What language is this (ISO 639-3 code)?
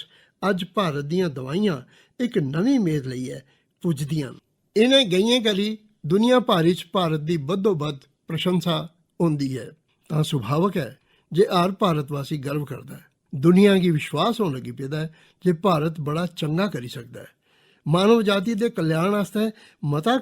doi